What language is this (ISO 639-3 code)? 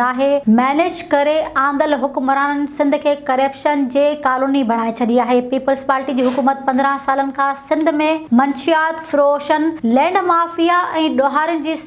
snd